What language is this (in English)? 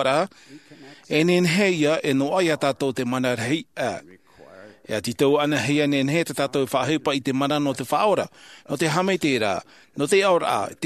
Tahitian